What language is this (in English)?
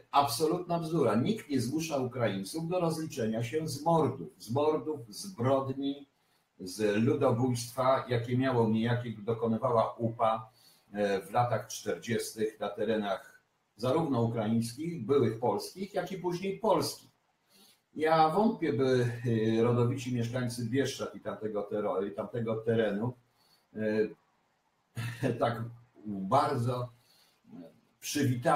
Polish